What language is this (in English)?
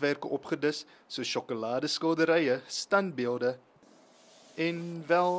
Afrikaans